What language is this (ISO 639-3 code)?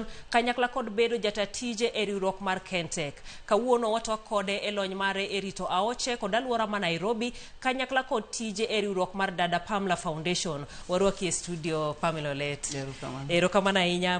luo